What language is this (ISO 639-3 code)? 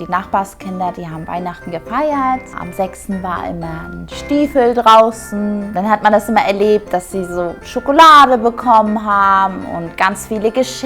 gsw